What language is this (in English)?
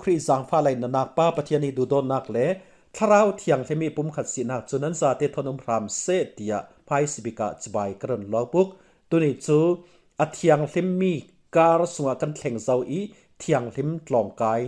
Falam Chin